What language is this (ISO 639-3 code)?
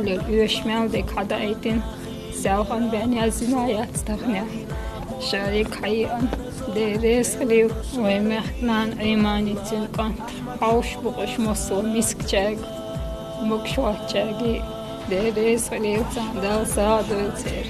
che